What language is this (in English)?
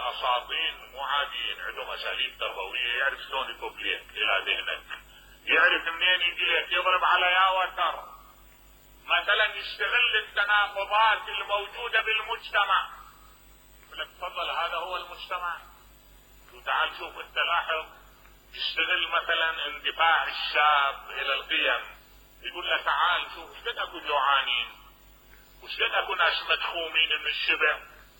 Mesopotamian Arabic